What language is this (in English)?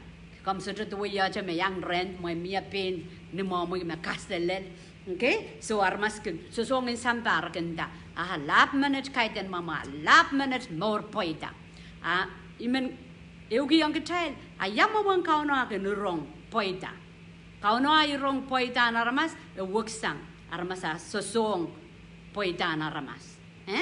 Pohnpeian